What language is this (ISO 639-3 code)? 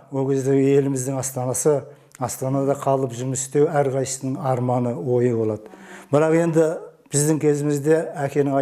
kaz